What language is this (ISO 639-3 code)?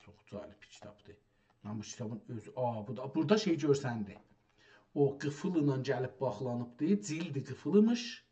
azb